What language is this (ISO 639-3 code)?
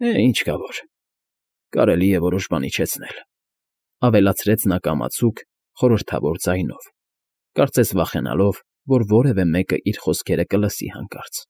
hye